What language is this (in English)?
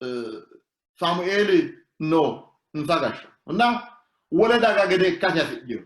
Sidamo